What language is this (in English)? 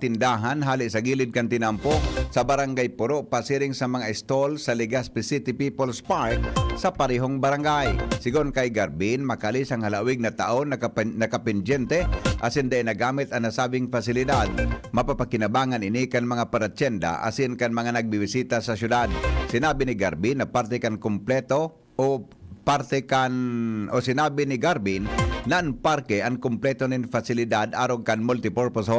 Bikol